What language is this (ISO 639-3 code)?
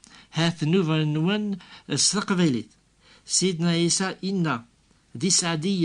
kab